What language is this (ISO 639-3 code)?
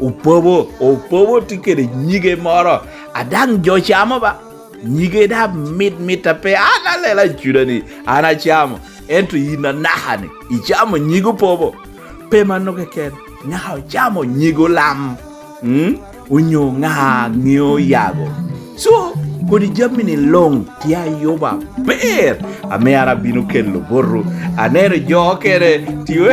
laj